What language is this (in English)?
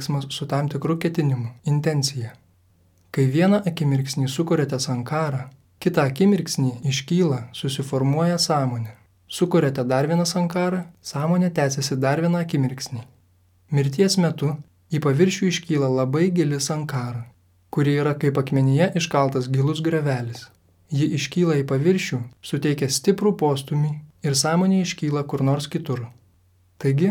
Lithuanian